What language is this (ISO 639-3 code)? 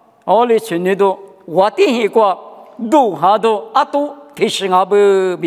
lis